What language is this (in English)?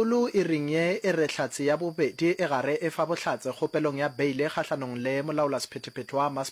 Northern Sotho